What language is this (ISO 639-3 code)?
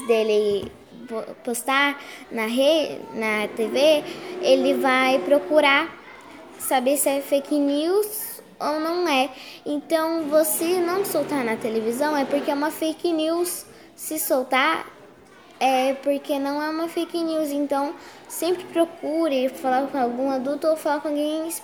por